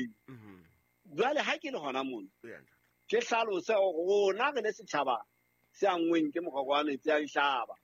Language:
Southern Sotho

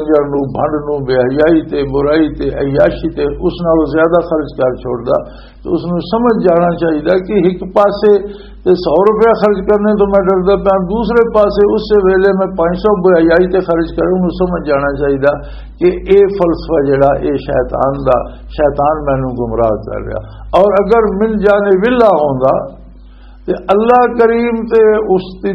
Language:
Western Panjabi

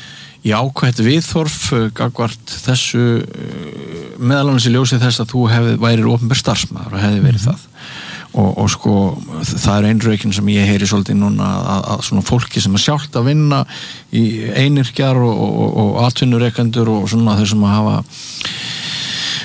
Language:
Icelandic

